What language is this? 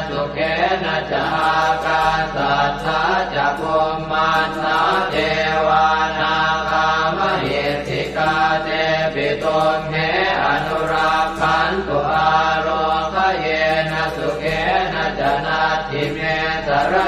Pali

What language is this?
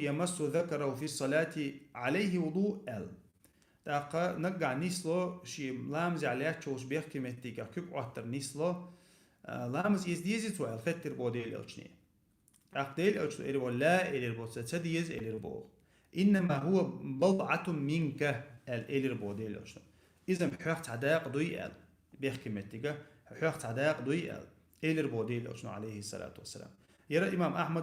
Chechen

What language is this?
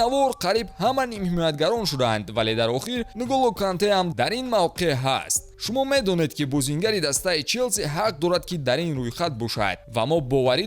Tajik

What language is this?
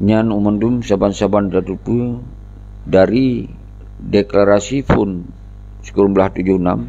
Achinese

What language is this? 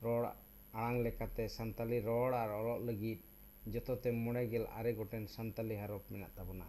Santali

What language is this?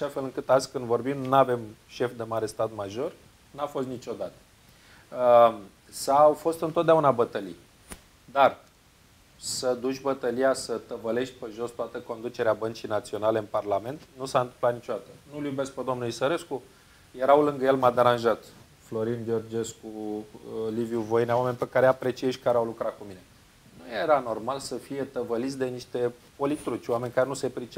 Romanian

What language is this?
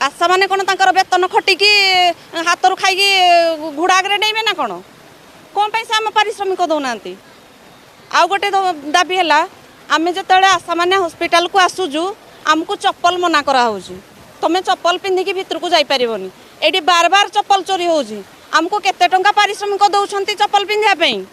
Odia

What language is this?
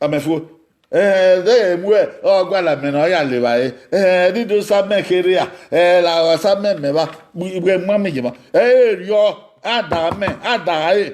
Bini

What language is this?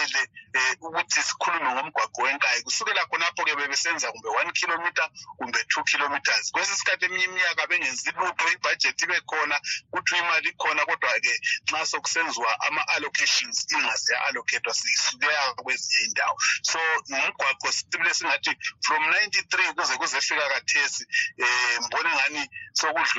North Ndebele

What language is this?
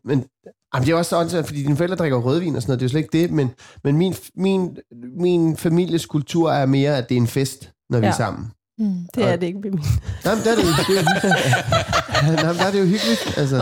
Danish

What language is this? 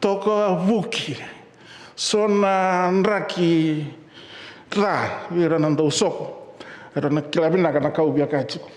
Fijian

